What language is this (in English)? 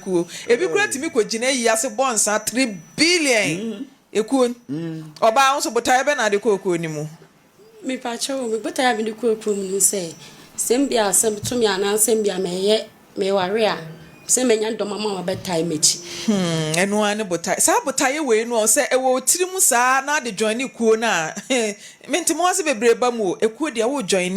Akan